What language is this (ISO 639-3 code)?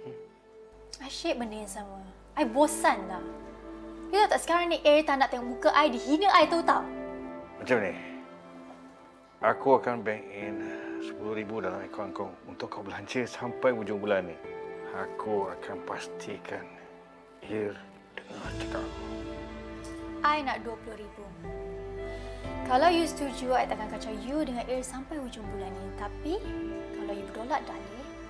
msa